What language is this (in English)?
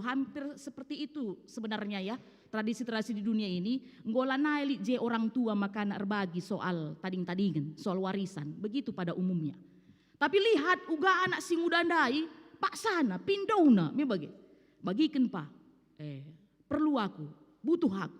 Batak Karo